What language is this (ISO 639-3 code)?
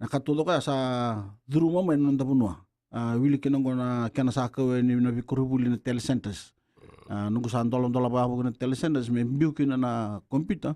fij